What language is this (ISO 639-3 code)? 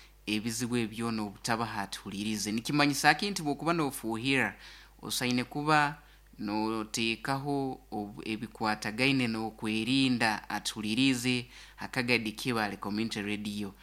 nyo